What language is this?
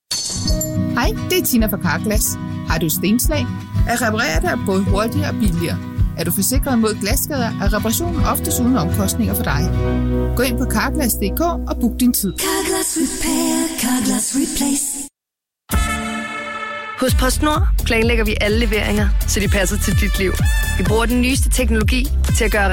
Danish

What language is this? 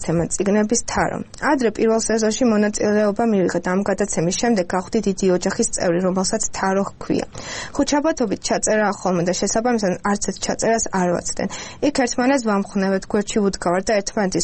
Georgian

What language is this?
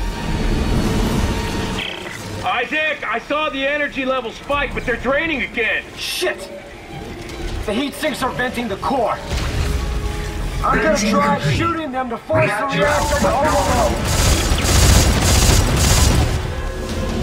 English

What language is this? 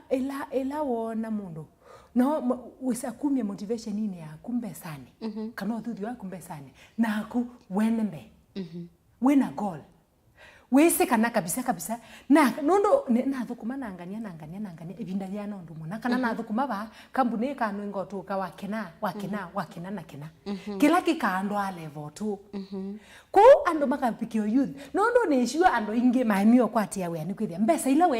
Kamba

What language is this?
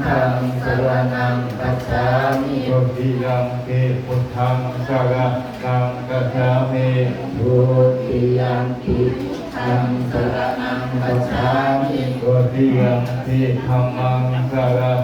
Pali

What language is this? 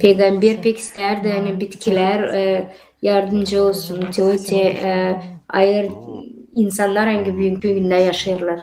Gagauz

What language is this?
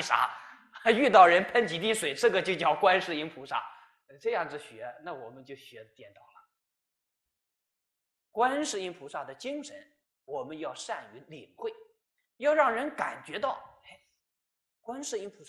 Chinese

